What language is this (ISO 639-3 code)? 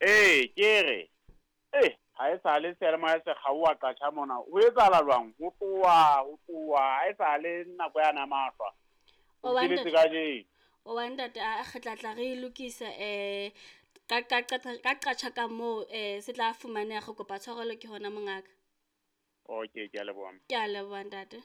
sot